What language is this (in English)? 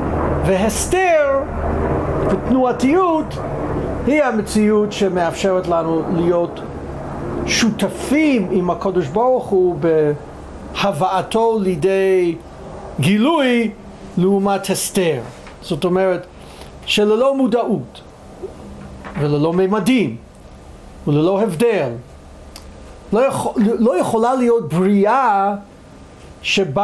Hebrew